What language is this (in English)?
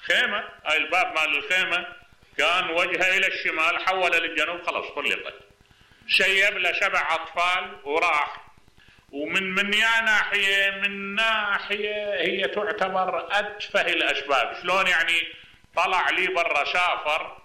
Mesopotamian Arabic